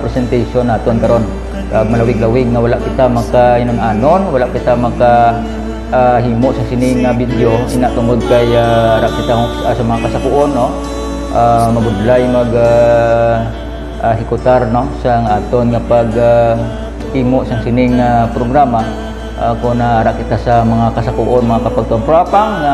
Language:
Hiligaynon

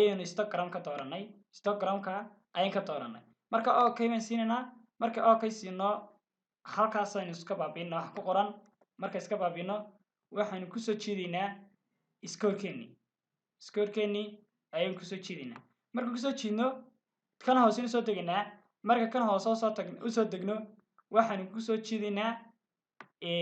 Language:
Somali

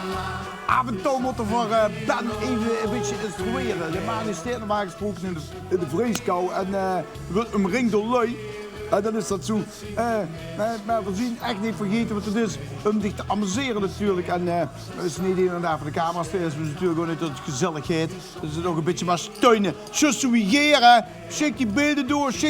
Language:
Limburgish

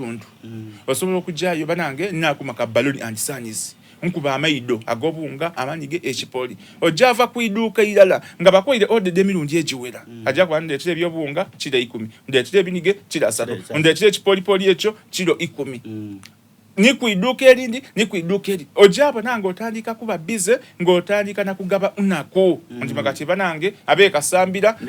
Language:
Soga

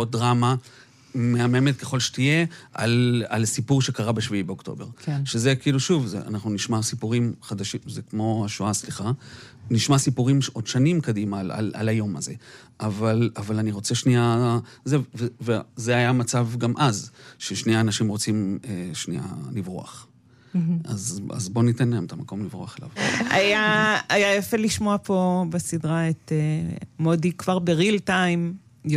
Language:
Hebrew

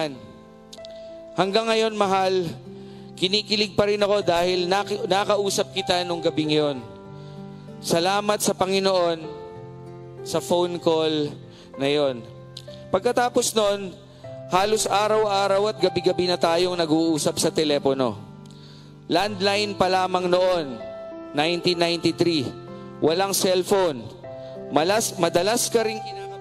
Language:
Filipino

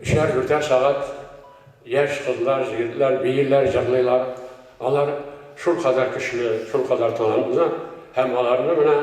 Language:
Tatar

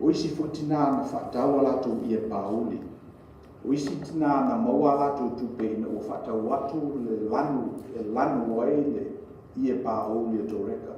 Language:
Samoan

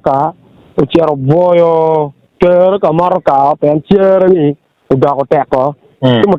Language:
Acoli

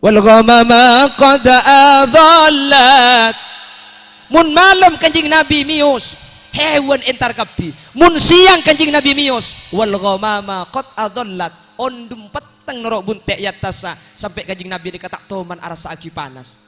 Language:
Madurese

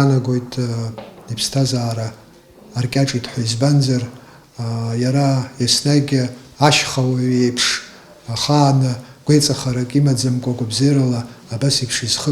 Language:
Abkhazian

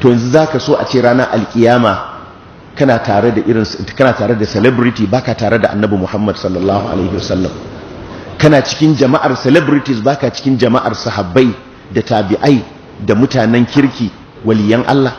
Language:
Hausa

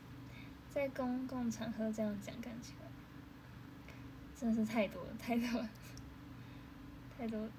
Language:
Chinese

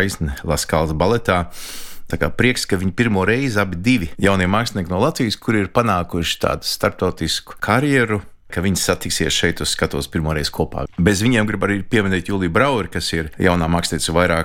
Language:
Latvian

